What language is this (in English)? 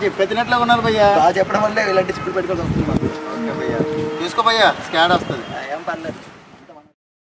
Telugu